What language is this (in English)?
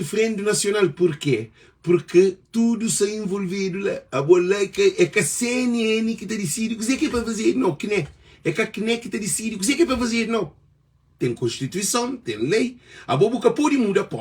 Kabuverdianu